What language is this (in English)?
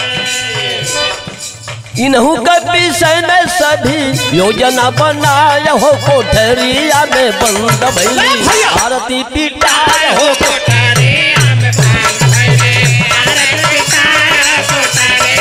Bhojpuri